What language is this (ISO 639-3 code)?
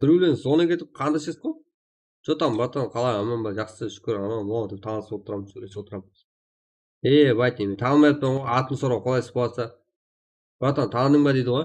kaa